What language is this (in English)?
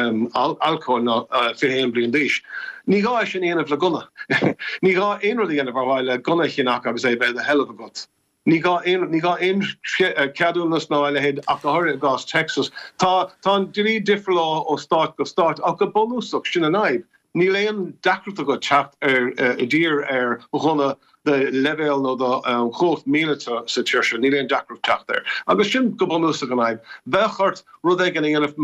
Irish